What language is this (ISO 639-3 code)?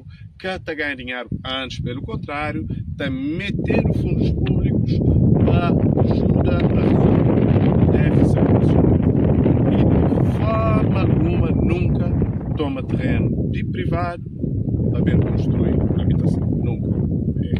kea